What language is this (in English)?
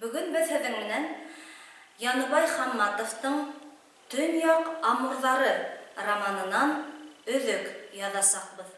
Bashkir